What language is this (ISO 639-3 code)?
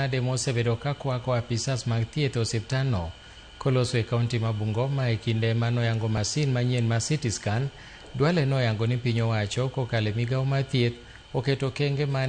luo